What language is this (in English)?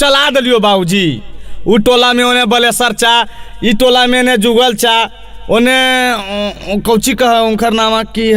Magahi